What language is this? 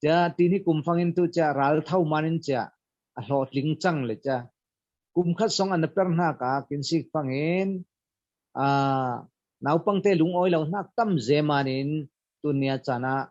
Falam Chin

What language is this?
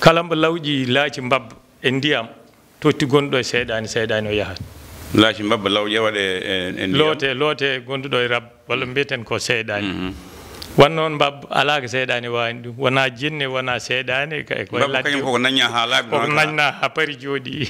Fula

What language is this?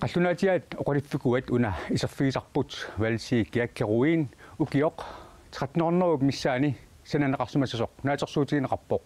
Kalaallisut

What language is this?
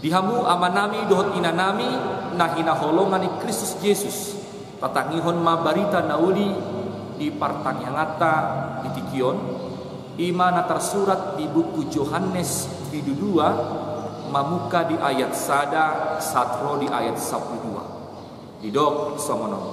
Batak Toba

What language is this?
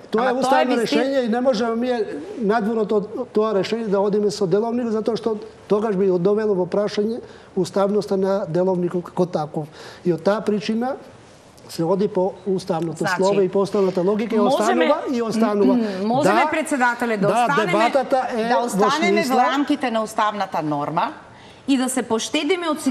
Macedonian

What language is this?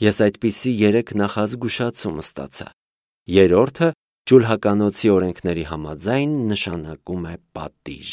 Armenian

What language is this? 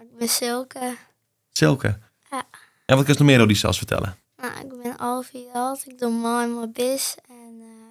Western Frisian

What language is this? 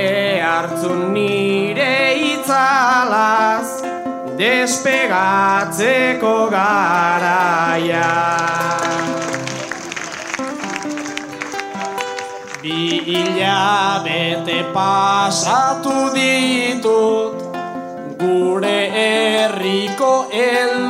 Basque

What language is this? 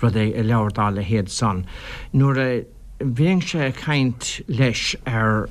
Irish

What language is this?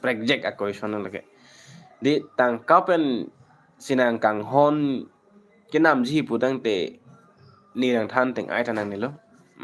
Karbi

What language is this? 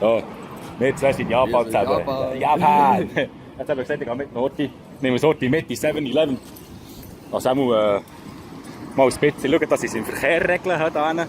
Swiss German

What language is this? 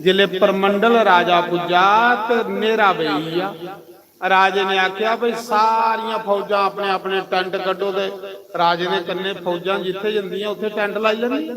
Dogri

